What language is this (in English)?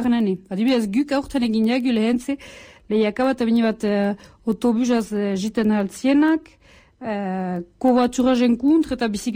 Basque